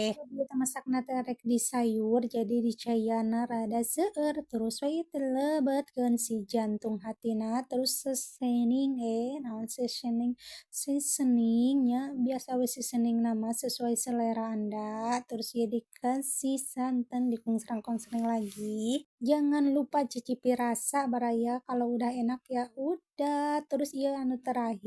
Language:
Sundanese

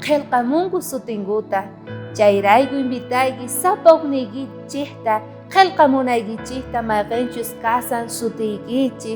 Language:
South Bolivian Quechua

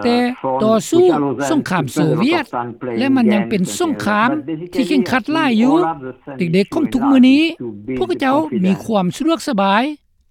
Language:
Lao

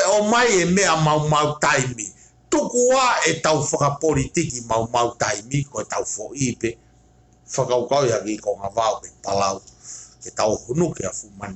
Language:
Tongan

